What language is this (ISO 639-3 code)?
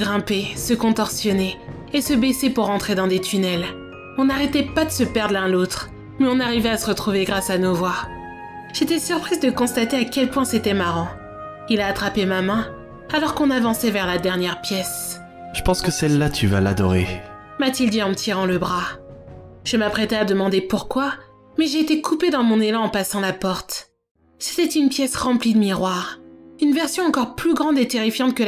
fra